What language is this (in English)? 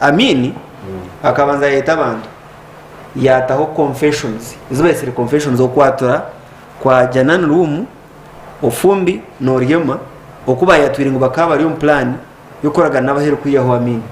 Nyankole